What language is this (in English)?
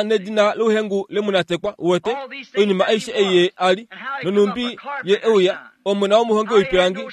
Kuanyama